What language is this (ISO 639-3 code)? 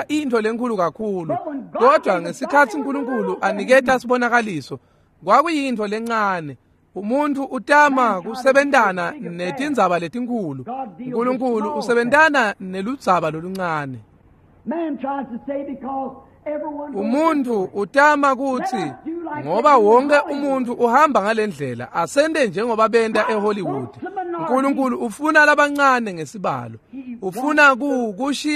ssw